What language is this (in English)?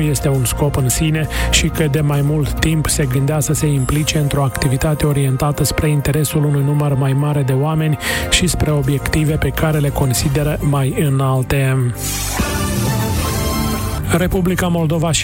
Romanian